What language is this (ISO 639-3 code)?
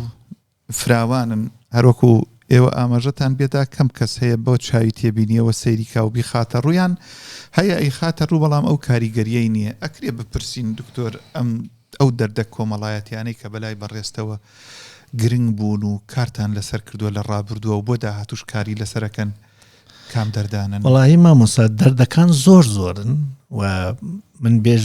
ckb